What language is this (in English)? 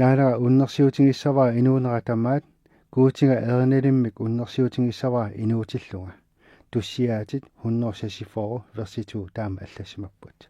Kalaallisut